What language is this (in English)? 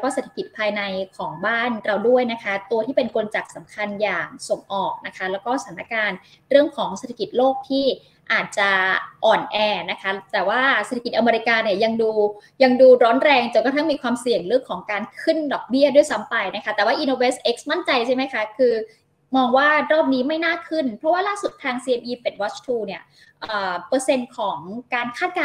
Thai